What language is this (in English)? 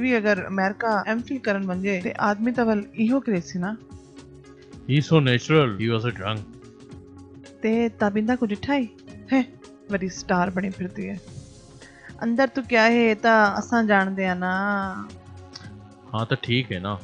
Saraiki